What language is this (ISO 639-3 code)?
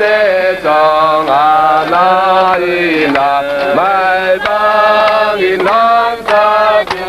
cfm